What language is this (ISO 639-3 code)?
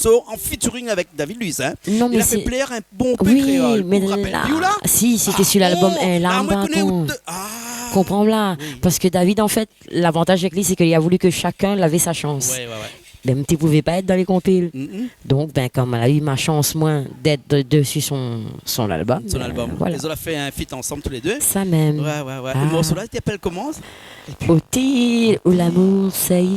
rcf